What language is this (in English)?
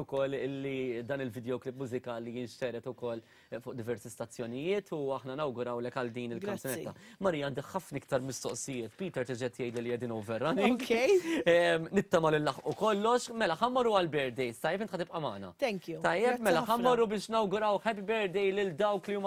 Maltese